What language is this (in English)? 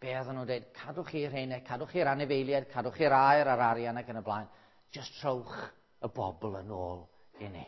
Welsh